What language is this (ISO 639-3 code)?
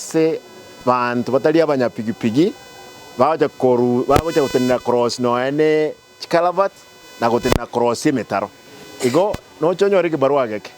guz